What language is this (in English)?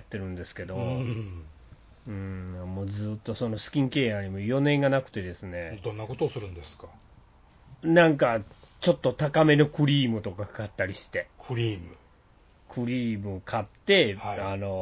Japanese